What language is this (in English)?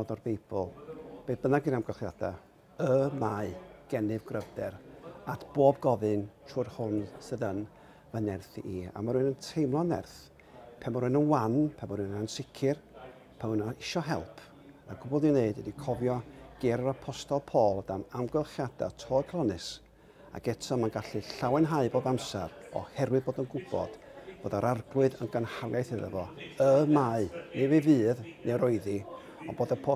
Welsh